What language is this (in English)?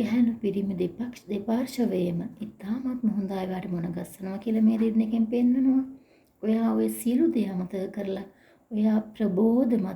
Sinhala